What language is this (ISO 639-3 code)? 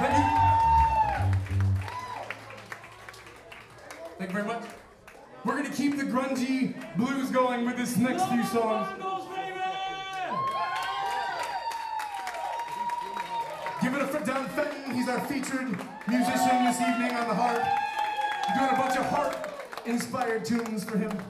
eng